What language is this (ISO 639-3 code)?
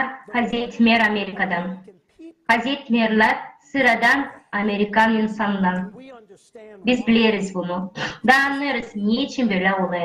gag